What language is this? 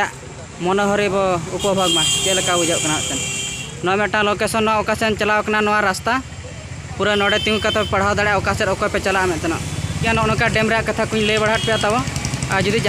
Santali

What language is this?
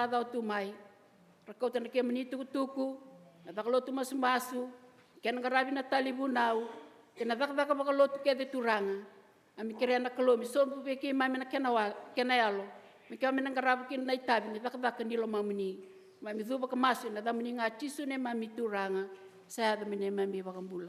Fijian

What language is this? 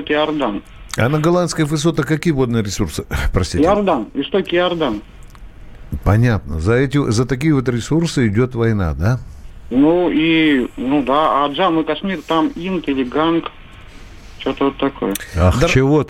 Russian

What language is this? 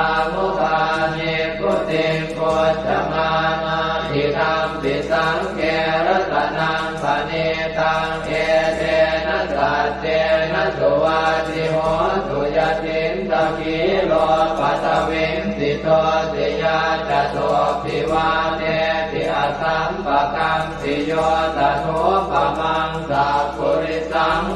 Pali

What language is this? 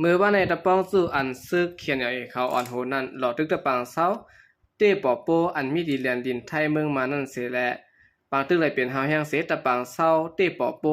Shan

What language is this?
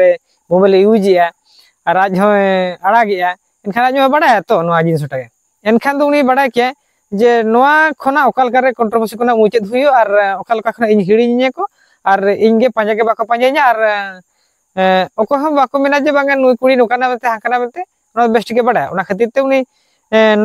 Santali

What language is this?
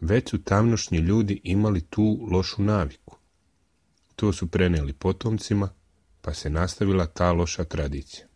Serbian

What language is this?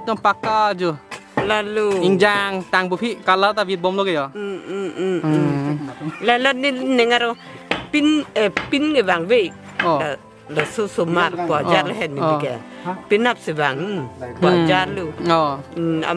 Karbi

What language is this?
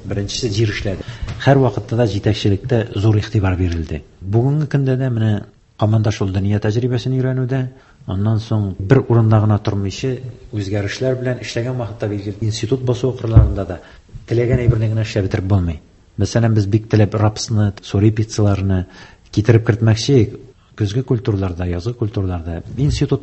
Tatar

